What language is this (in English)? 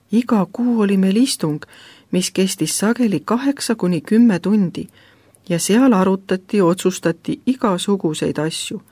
Estonian